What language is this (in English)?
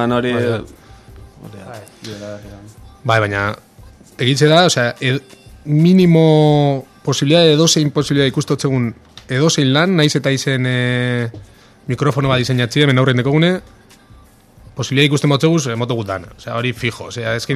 Basque